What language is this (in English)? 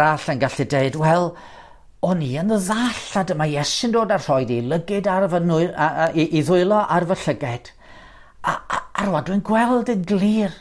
Welsh